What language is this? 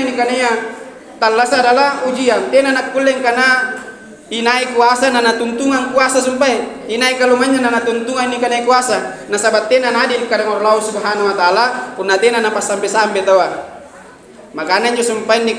Makasar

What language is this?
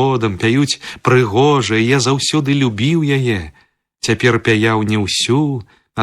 Belarusian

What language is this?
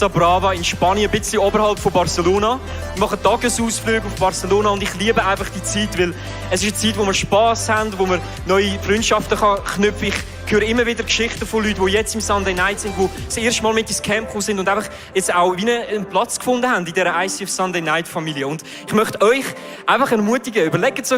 Swiss German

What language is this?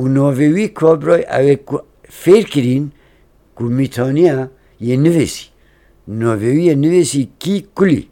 Kurdish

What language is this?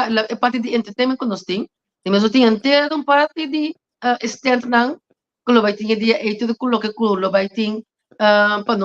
Papiamento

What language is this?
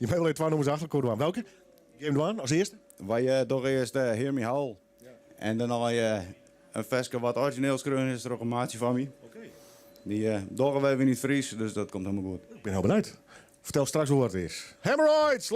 Western Frisian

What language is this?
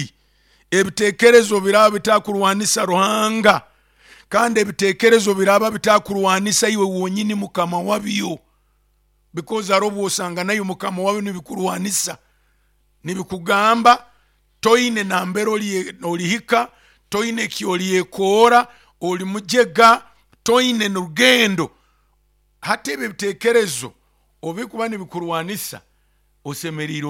Nyoro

